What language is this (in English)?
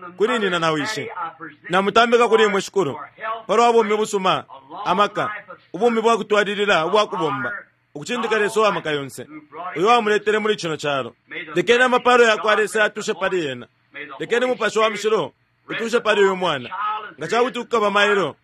Bemba